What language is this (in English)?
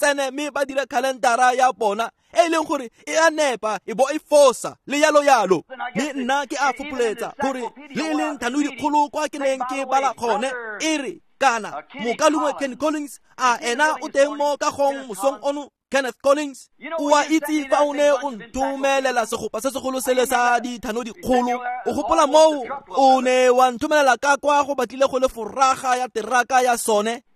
Tswana